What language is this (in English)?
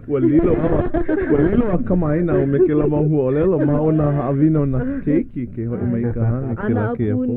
Hawaiian